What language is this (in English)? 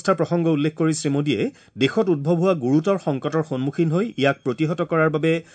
Assamese